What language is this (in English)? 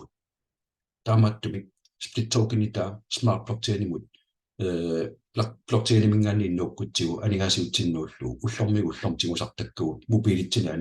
Kalaallisut